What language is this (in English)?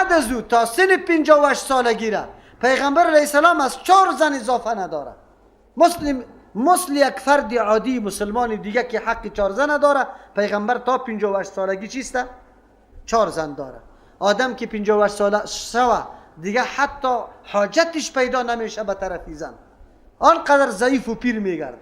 Persian